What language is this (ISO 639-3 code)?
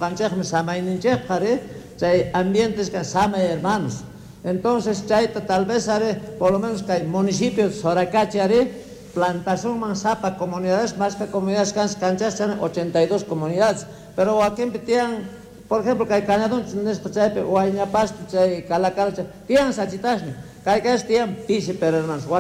quh